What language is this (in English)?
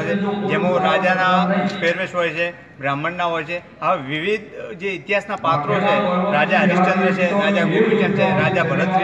Gujarati